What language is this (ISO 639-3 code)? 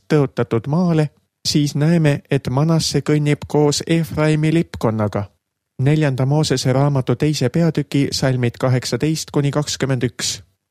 est